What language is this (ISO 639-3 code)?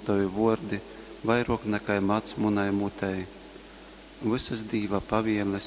ltg